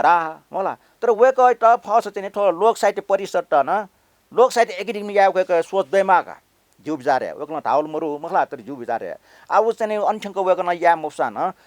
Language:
Newari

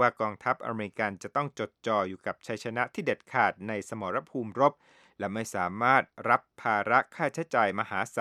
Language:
Thai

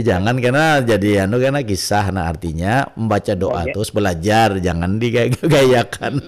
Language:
Banjar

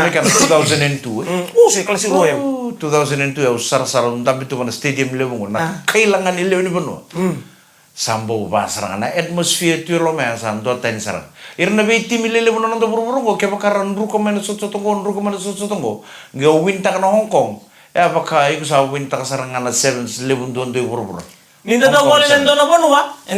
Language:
Fijian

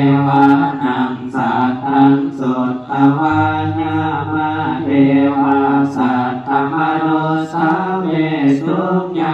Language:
Pali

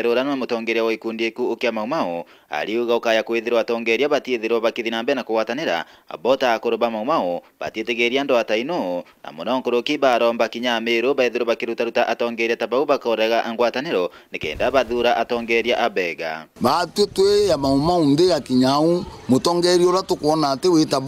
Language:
Meru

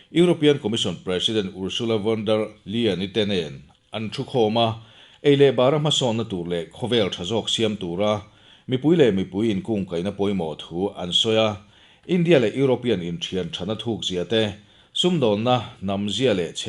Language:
Mizo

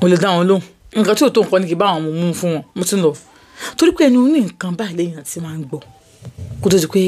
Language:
Yoruba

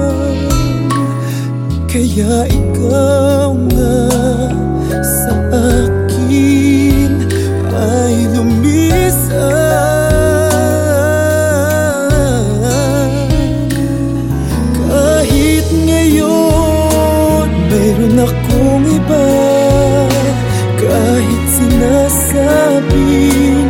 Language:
Filipino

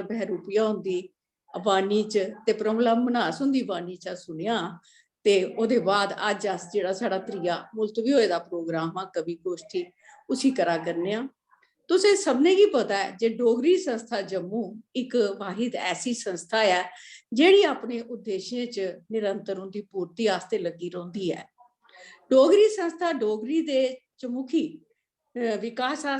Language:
Dogri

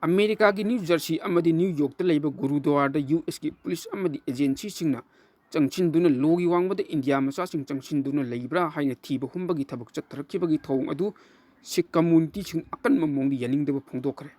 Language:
Manipuri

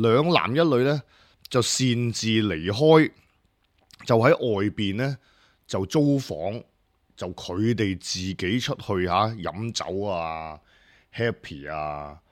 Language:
Cantonese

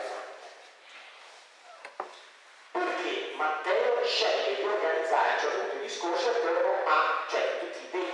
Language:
Italian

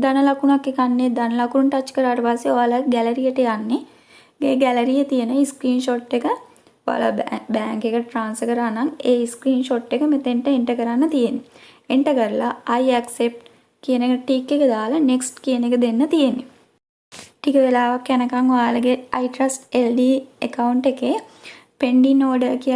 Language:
Sinhala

